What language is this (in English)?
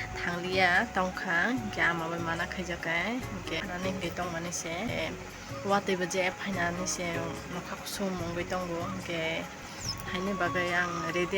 Kok Borok